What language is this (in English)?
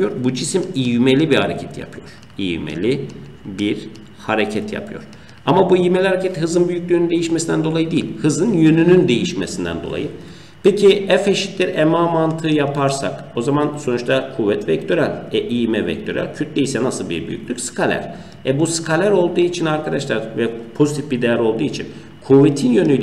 Turkish